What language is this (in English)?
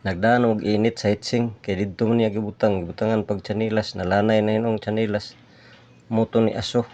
Cebuano